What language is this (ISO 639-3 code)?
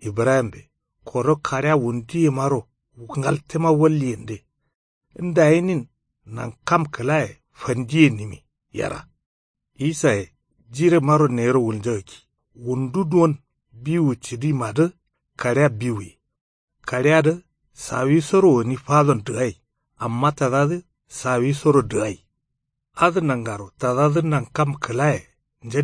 kau